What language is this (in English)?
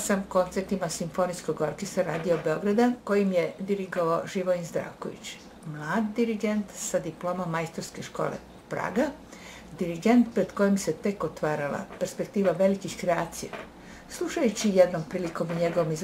Serbian